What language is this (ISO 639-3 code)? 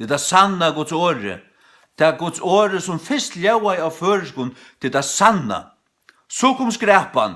fao